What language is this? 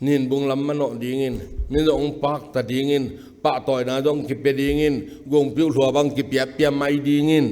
Tedim Chin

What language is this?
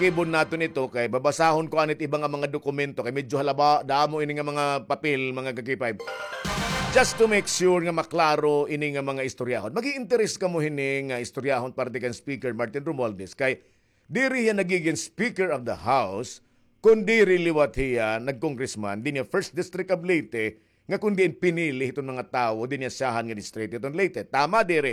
Waray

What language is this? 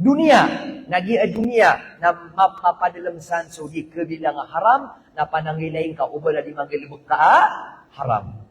Maranao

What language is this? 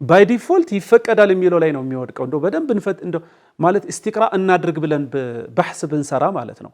Amharic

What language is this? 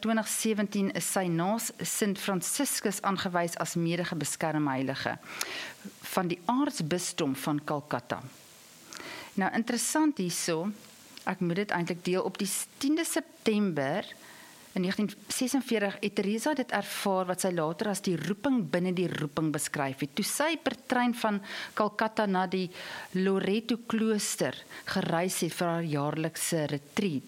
Afrikaans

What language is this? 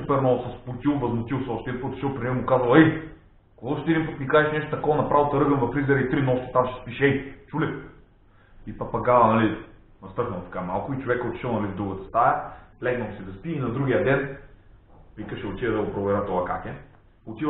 Bulgarian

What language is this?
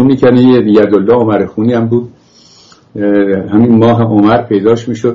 Persian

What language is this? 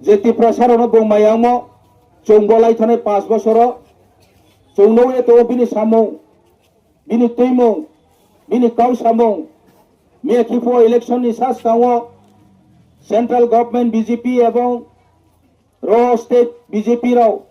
Riang (India)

